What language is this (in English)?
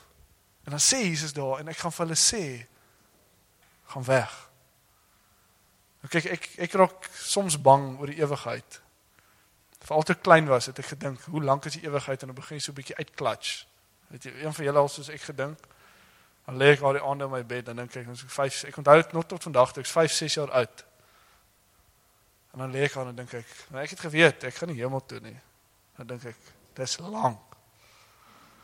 Afrikaans